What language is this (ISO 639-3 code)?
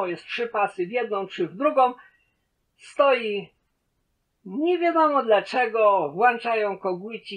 pol